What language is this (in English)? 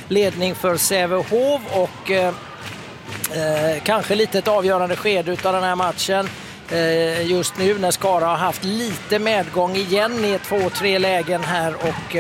Swedish